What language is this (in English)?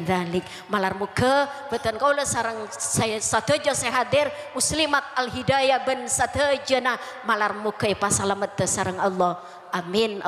Madurese